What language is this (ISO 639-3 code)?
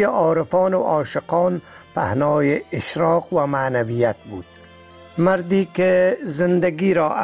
fas